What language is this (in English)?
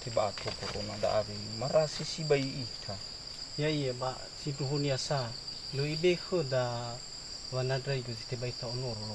Nias